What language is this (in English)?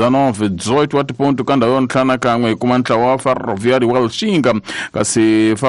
Tsonga